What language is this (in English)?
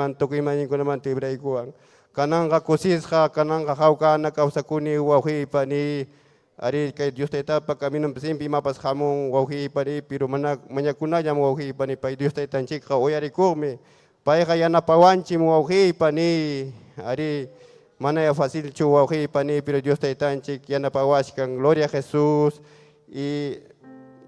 Ayacucho Quechua